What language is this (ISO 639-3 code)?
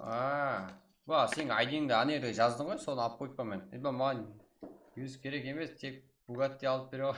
kaa